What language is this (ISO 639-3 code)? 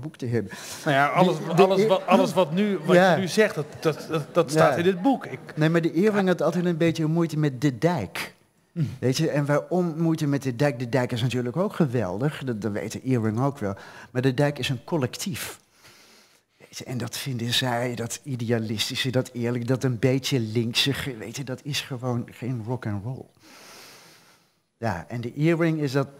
nld